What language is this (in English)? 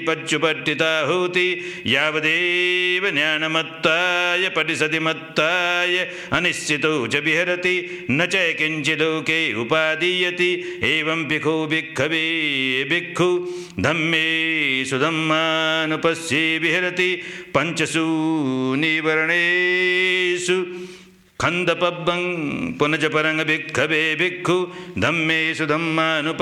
Pali